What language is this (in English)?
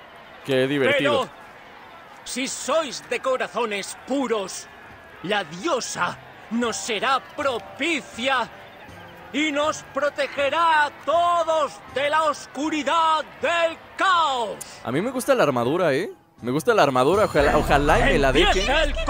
Spanish